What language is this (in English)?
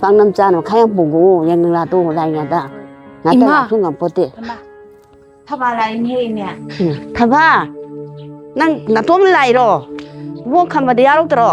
Manipuri